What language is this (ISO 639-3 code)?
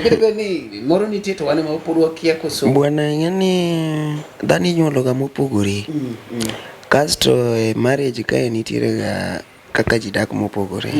luo